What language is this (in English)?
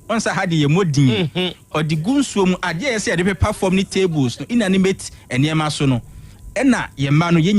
Akan